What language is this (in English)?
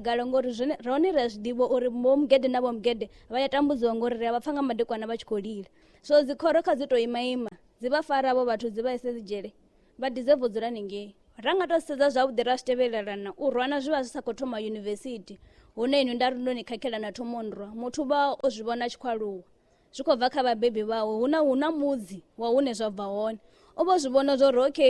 Venda